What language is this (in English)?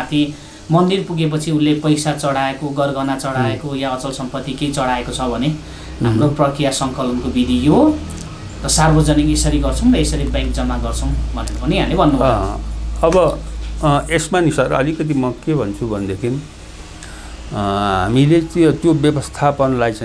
Nepali